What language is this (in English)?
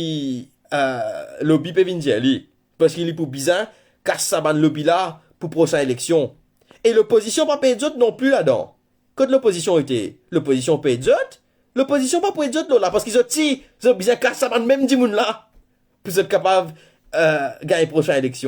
Morisyen